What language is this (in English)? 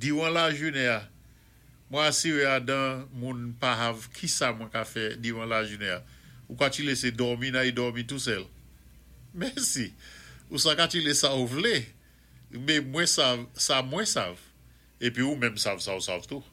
Saint Lucian Creole French